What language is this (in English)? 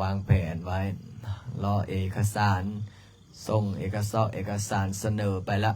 Lao